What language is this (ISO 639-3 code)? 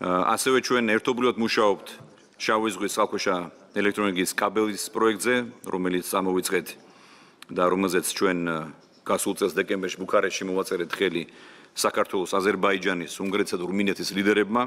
kat